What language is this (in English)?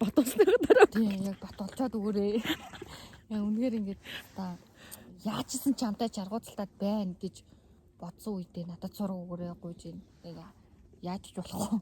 Mongolian